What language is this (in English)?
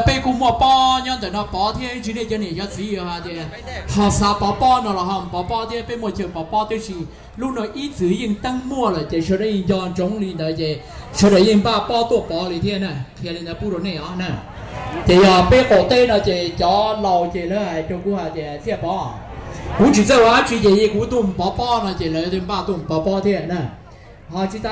Hmong